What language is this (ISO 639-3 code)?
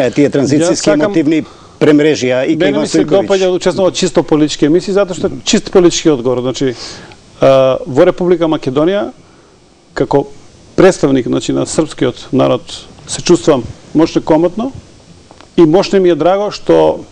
mkd